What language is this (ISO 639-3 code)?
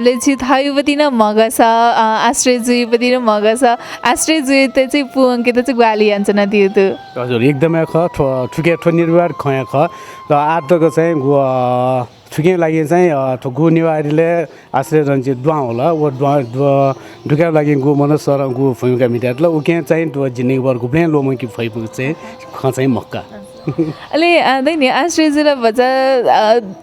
new